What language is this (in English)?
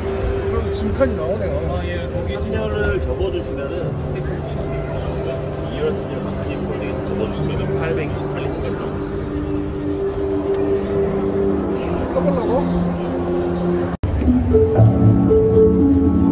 Korean